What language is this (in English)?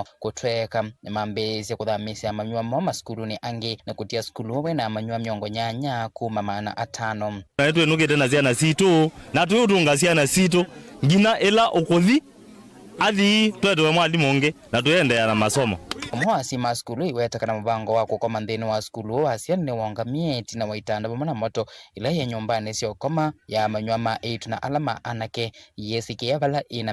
Kamba